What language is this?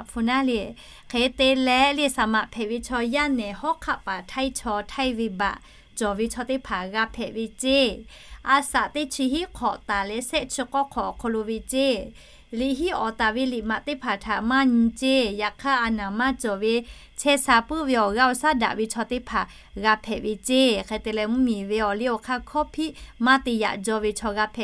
Lahu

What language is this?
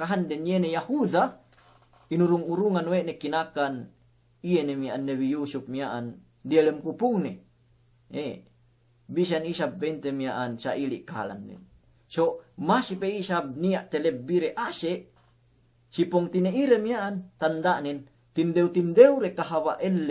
Yakan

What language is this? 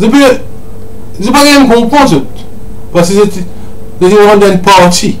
Morisyen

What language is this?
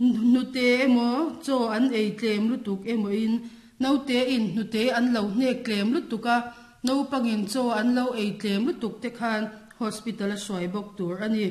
Mizo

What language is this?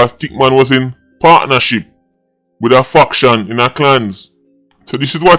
Jamaican Creole English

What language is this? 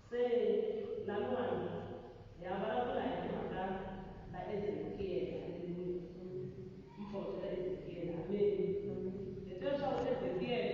Tsonga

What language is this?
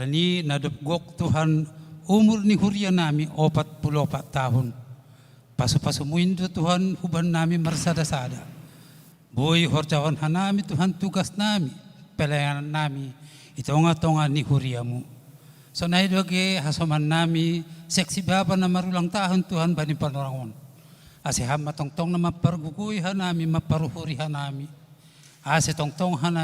Batak Simalungun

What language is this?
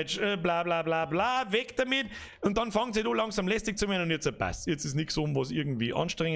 Bavarian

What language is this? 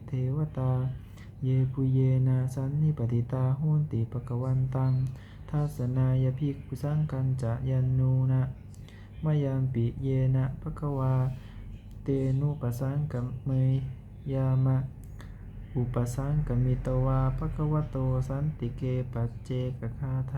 Pali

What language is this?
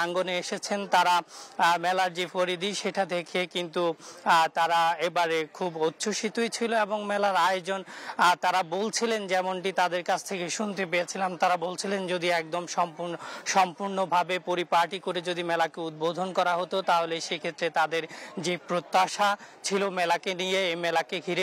Bangla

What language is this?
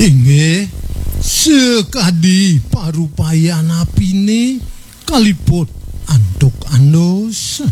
Balinese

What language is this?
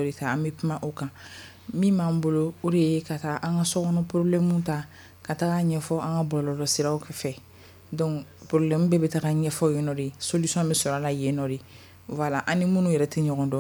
Bambara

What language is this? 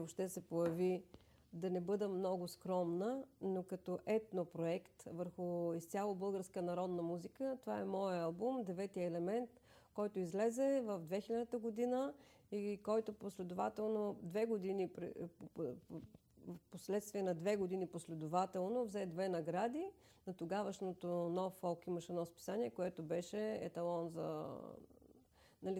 Bulgarian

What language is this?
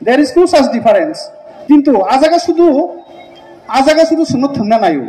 Kok Borok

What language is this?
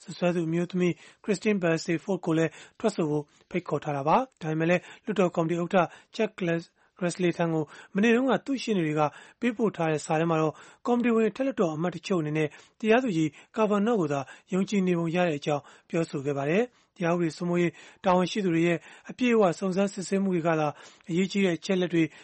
Burmese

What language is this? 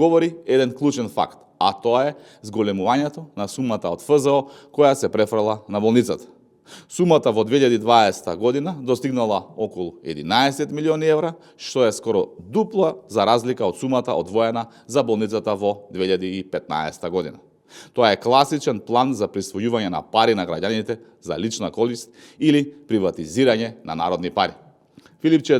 Macedonian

